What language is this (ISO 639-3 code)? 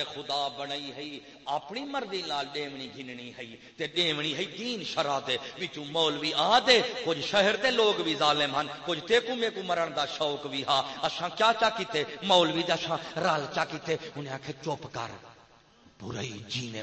skr